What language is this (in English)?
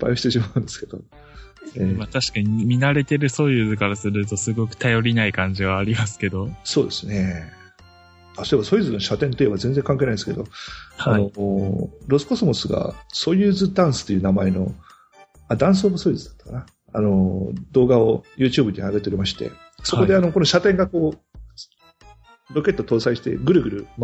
Japanese